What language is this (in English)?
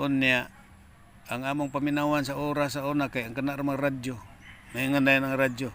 Cebuano